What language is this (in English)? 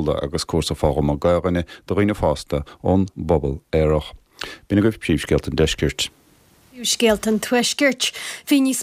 Irish